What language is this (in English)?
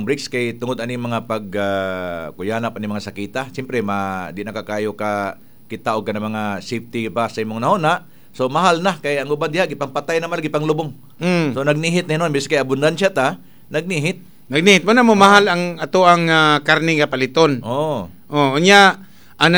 Cebuano